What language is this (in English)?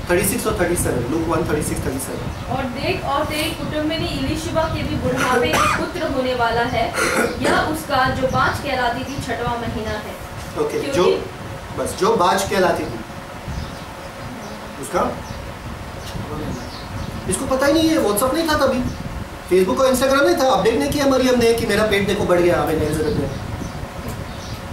Hindi